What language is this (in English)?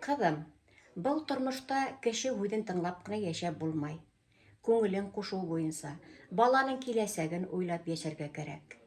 Bashkir